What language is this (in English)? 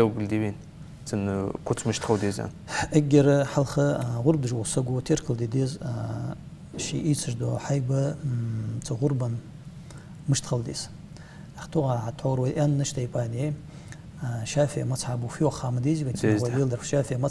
Ingush